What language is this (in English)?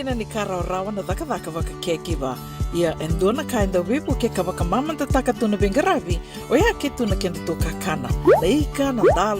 Fijian